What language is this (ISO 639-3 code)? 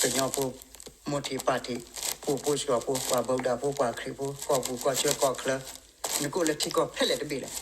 ksw